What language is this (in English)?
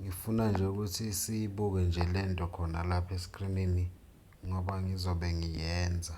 Zulu